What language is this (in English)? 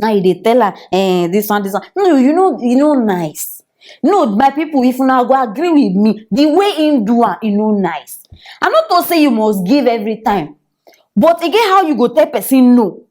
Nigerian Pidgin